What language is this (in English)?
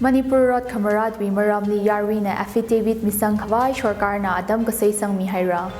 Tangkhul Naga (India)